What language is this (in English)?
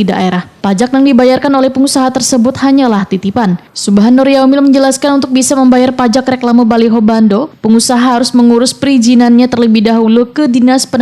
Banjar